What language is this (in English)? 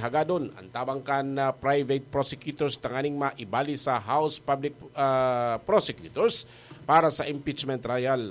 Bikol